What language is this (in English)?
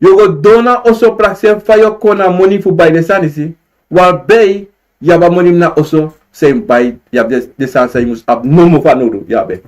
Sranan Tongo